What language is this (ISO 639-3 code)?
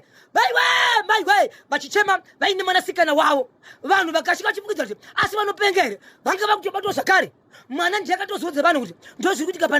sna